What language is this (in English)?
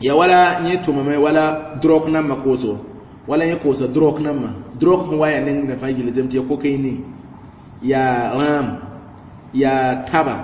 Mossi